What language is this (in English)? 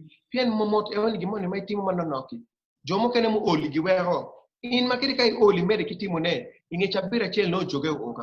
Acoli